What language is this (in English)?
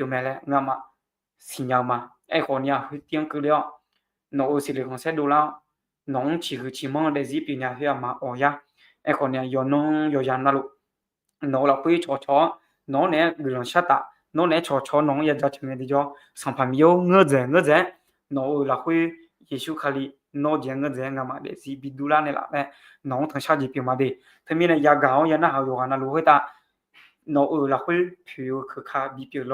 Akha